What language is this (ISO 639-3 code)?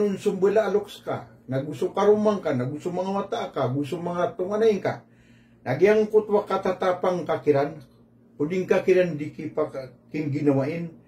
mrw